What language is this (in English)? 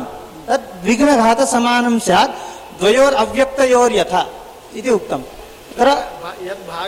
Sanskrit